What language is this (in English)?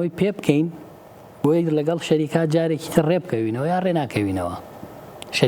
Central Kurdish